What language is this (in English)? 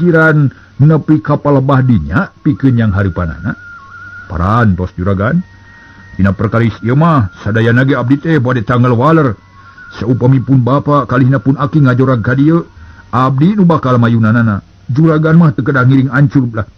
Sundanese